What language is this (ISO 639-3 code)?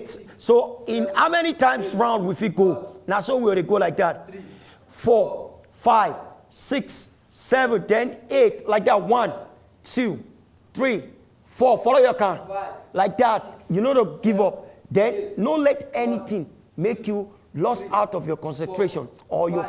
pcm